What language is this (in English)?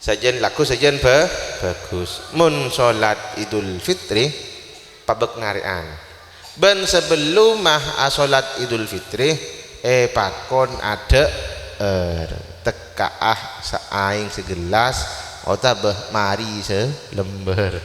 Madurese